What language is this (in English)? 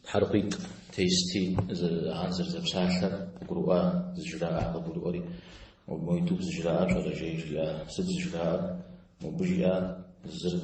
Kabardian